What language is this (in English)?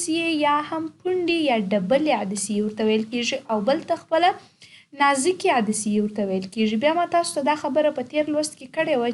Pashto